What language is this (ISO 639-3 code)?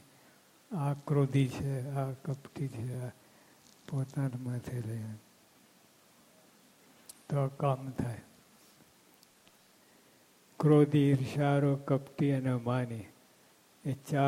guj